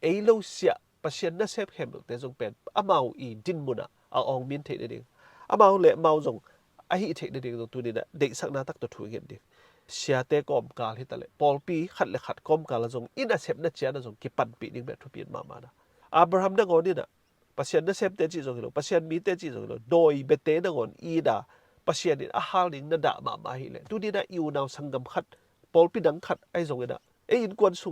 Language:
Tedim Chin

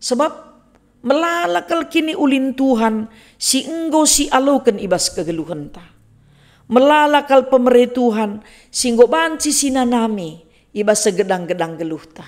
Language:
Batak Karo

